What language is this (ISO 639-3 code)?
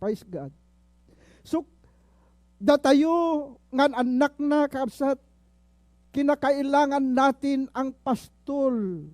ilo